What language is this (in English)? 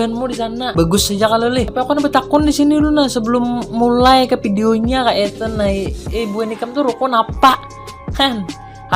Banjar